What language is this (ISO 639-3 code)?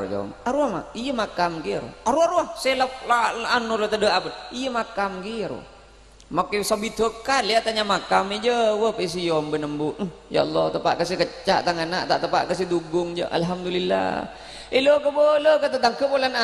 mad